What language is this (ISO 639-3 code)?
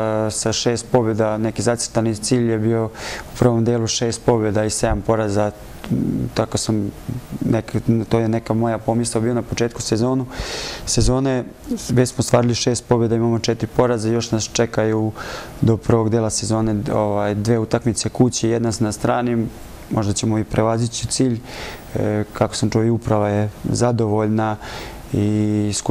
srp